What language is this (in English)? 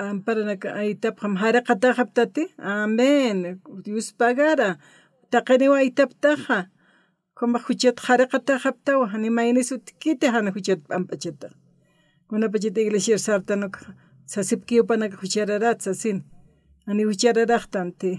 Aymara